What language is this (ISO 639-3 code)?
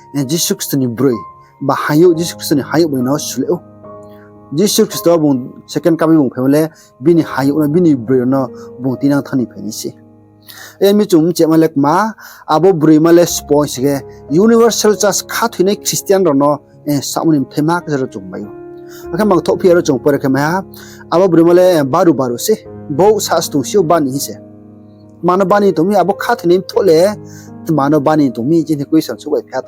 ria